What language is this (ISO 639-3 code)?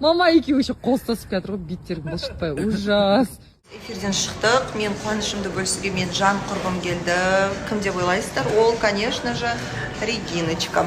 kaz